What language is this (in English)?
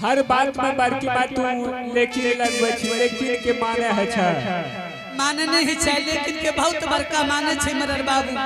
Angika